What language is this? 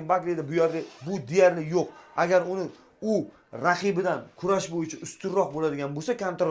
Uzbek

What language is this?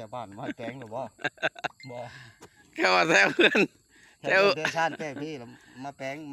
Lao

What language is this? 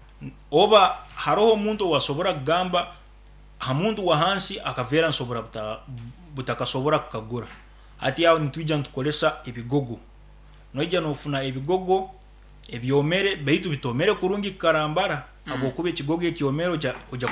Nyankole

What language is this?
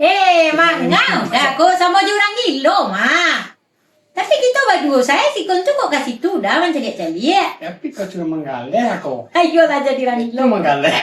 Minangkabau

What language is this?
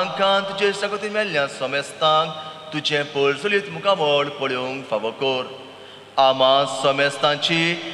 Konkani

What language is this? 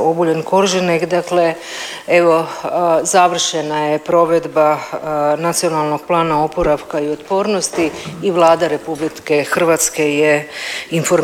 Croatian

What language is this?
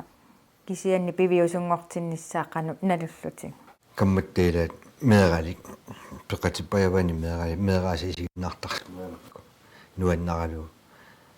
Kalaallisut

